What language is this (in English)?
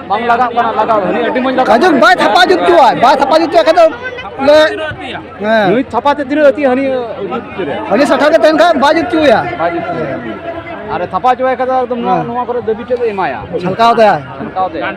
Santali